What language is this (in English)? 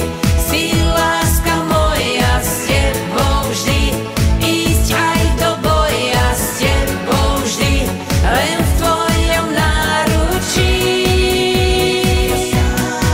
Slovak